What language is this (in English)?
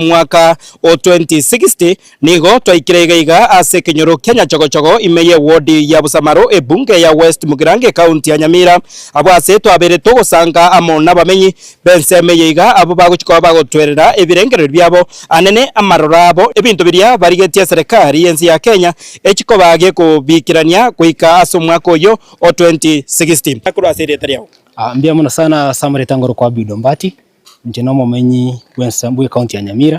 Gusii